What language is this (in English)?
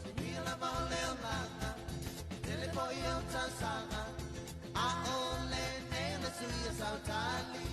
Samoan